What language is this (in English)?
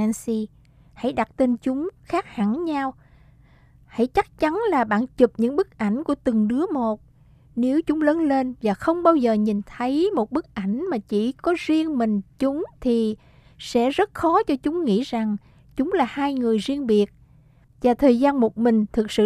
Vietnamese